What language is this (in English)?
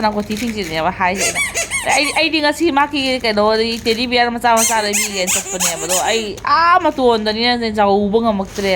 Manipuri